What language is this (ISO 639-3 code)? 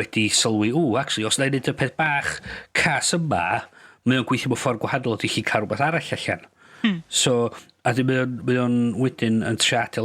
cym